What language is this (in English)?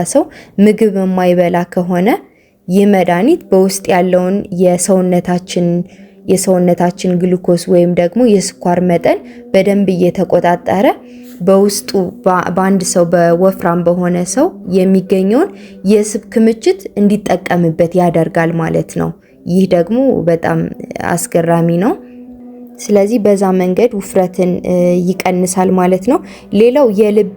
Amharic